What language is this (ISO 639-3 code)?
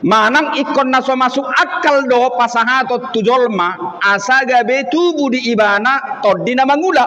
bbc